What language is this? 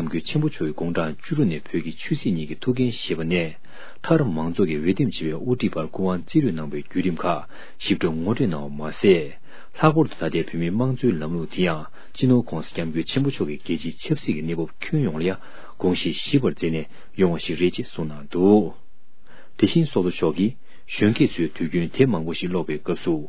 Tibetan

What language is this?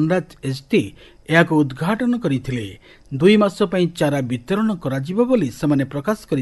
Odia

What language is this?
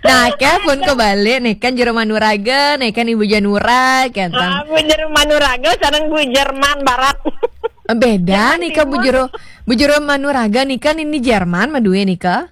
Balinese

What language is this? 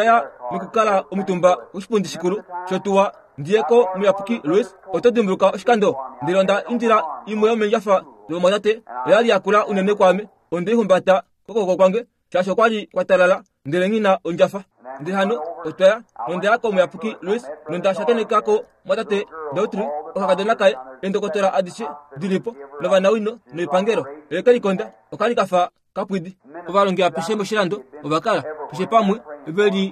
Kuanyama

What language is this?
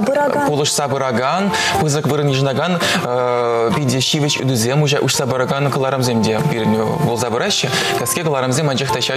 Chuvash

